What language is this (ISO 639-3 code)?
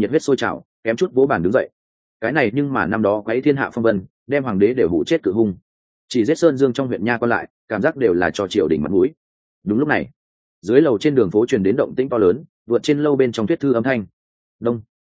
vie